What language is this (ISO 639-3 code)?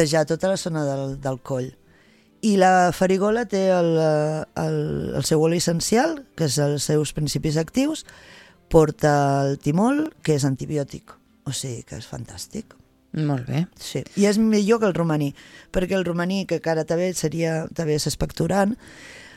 cat